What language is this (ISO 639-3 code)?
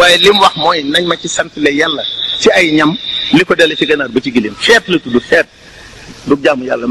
wol